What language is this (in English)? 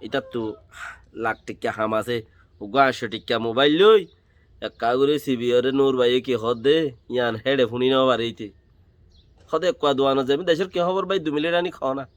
Rohingya